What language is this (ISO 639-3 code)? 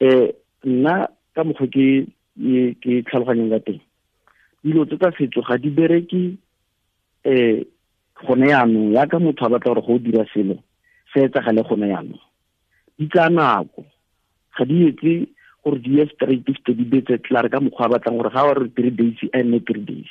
tsn